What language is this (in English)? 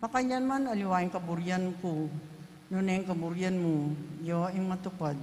Pampanga